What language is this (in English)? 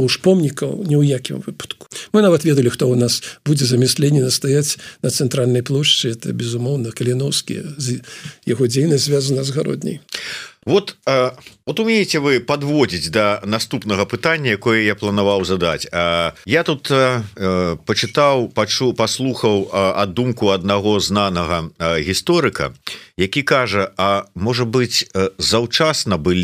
Belarusian